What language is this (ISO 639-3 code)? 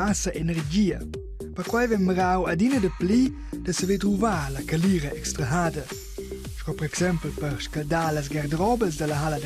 roh